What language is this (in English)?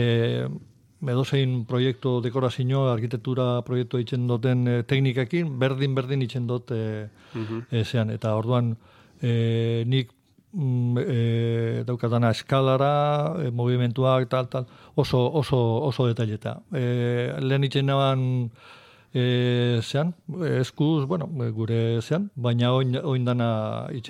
Basque